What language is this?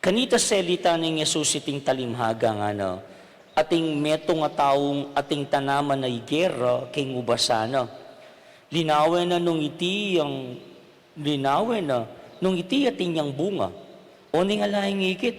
Pampanga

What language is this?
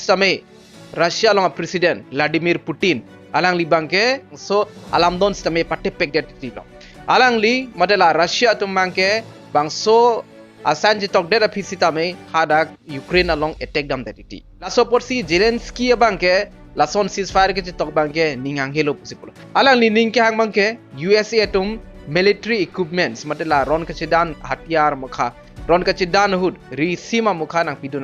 Karbi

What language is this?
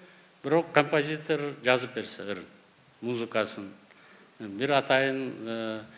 Kyrgyz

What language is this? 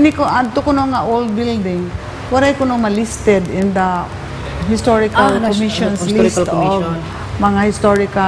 Waray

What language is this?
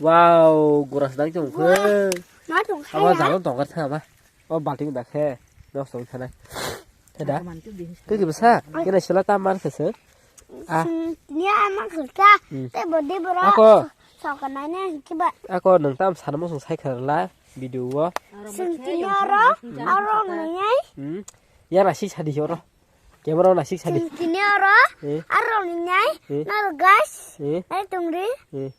Kok Borok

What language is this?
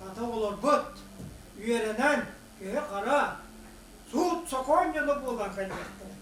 Yakut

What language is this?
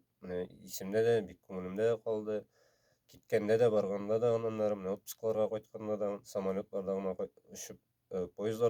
Tatar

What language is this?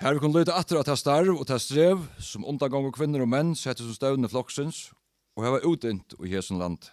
Faroese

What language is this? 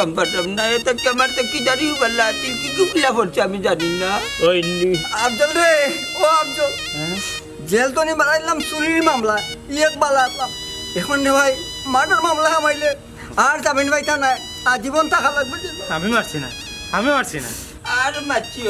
Sylheti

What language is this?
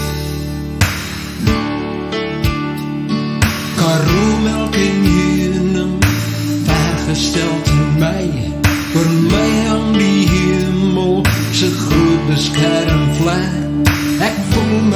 Afrikaans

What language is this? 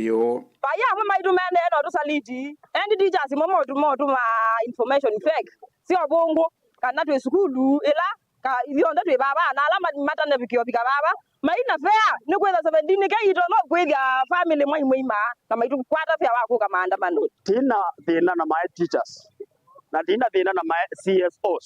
Kamba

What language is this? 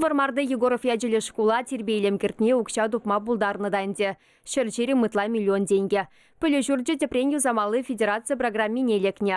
Chuvash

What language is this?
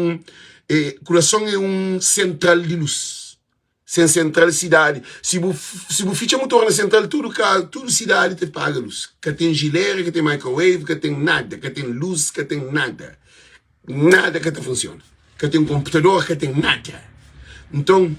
Kabuverdianu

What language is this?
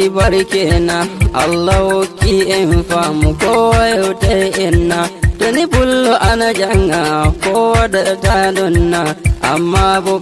Nigerian Fulfulde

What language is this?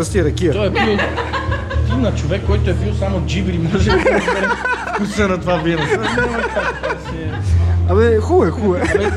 Bulgarian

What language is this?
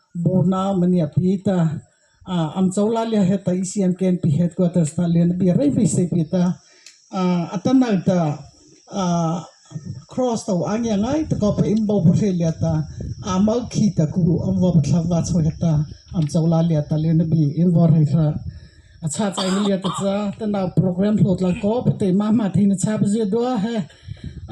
Mara Chin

